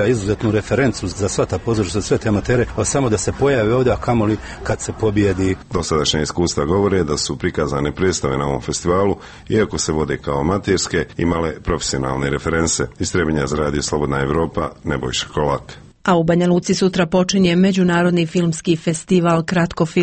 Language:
Bosnian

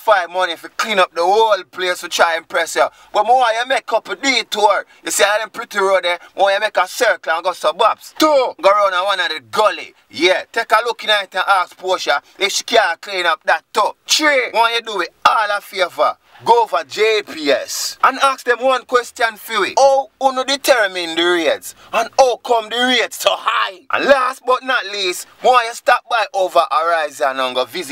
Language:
Jamaican Creole English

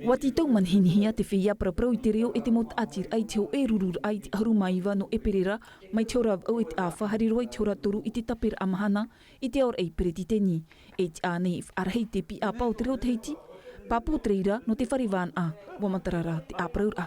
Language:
Tahitian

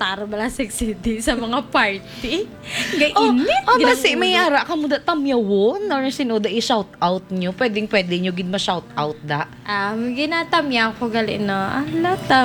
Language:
Hiligaynon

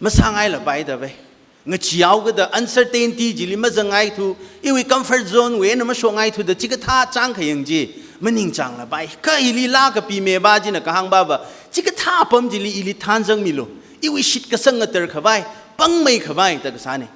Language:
Tangkhul Naga (India)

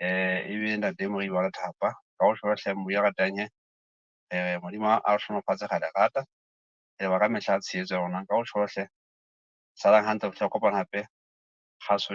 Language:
Southern Sotho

